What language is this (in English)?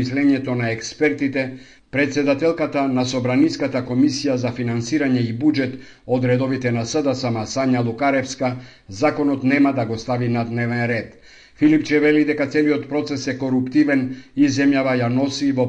Macedonian